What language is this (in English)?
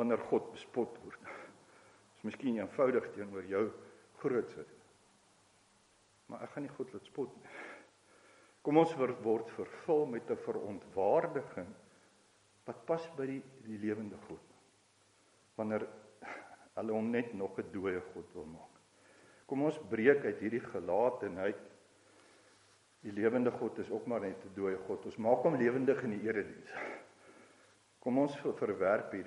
Afrikaans